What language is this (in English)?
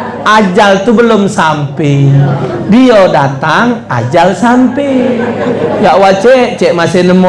Musi